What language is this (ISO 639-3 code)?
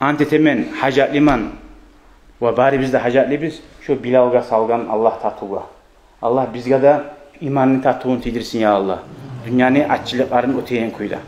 kum